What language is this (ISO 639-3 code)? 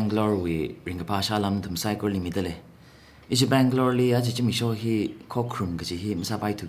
nmf